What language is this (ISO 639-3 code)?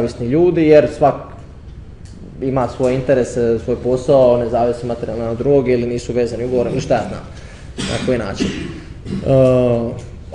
hrv